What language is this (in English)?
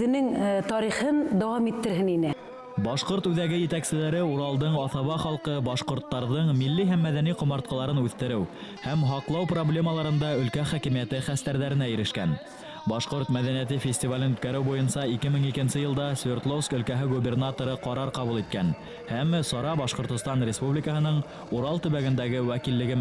Bashkir